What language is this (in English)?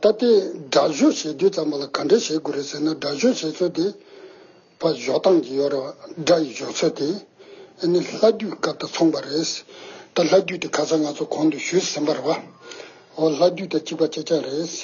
Tibetan